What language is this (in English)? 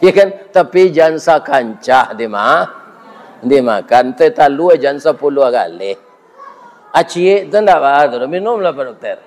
Minangkabau